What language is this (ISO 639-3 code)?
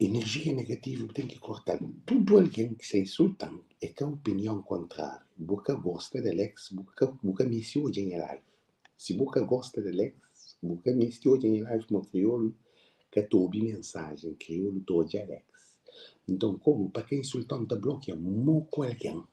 kea